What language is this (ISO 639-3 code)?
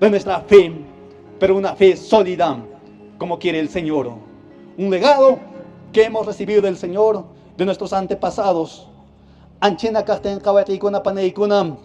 que